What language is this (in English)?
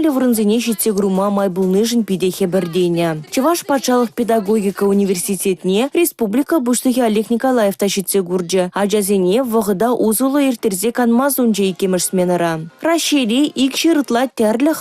Chuvash